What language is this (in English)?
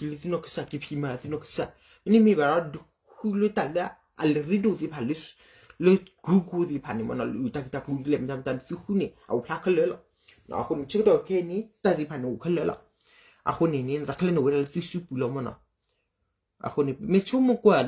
S'gaw Karen